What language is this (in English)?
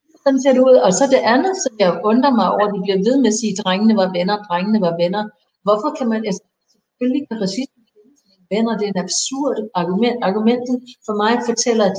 Danish